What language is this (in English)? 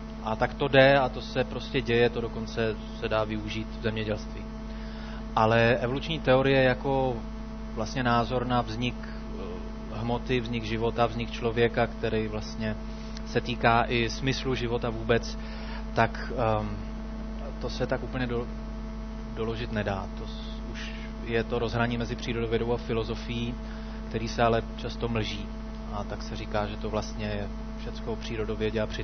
Czech